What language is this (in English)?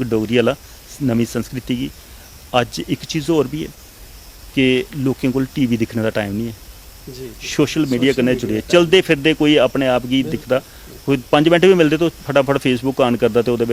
Dogri